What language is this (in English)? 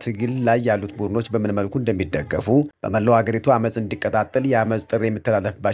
Amharic